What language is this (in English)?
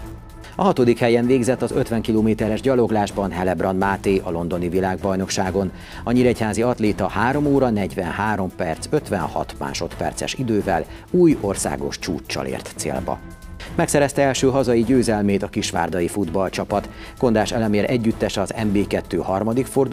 Hungarian